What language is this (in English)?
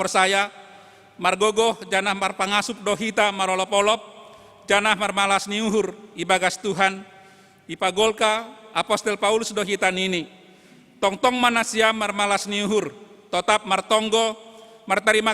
Batak Simalungun